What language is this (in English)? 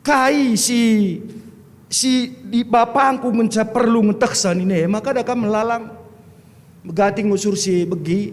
Batak Karo